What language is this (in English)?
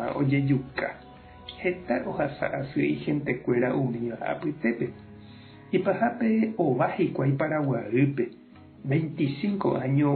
Guarani